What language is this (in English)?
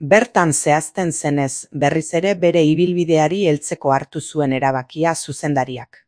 Basque